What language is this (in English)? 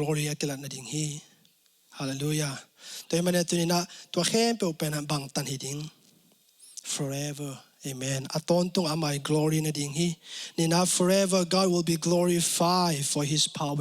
Tedim Chin